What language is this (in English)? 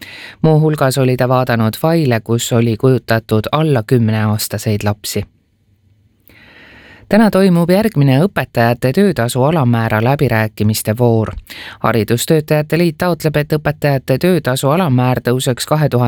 Estonian